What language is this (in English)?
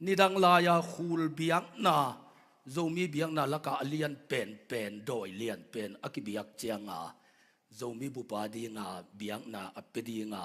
Tedim Chin